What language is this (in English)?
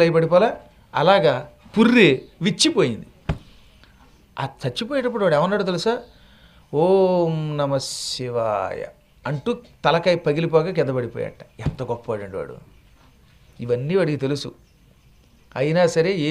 Telugu